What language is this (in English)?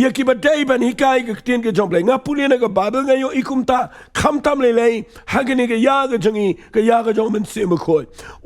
Khasi